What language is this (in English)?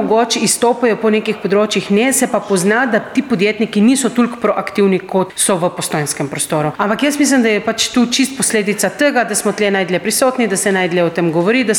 Slovenian